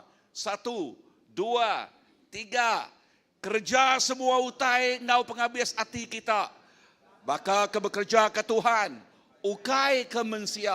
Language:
Iban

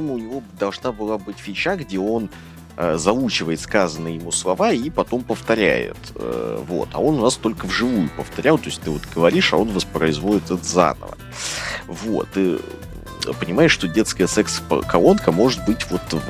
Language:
Russian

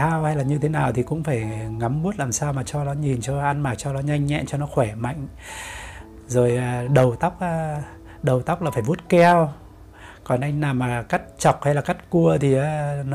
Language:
Vietnamese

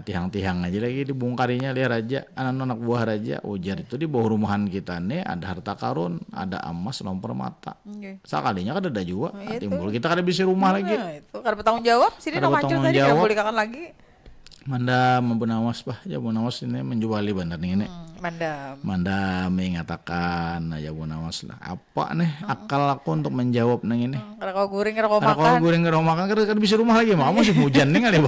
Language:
Banjar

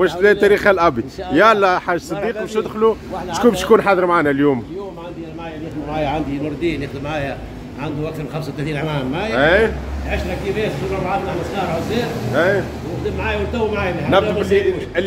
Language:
Tunisian Arabic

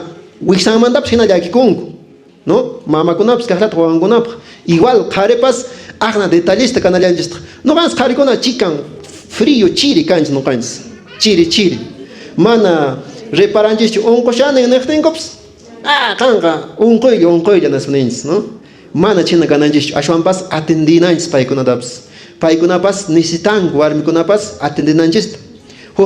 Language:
Quechua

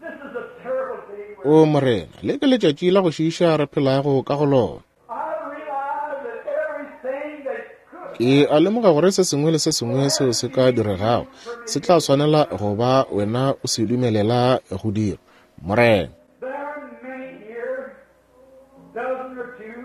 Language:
Northern Sotho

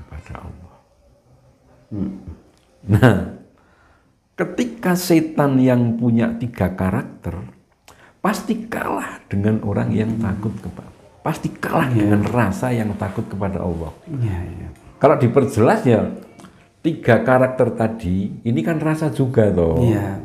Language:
Indonesian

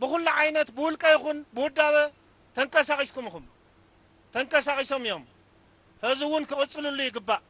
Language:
Tigrinya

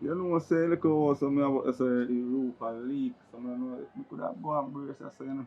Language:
Jamaican Creole English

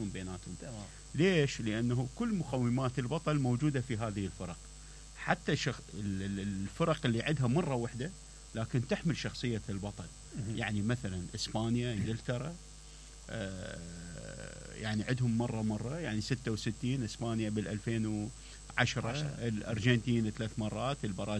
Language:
Mesopotamian Arabic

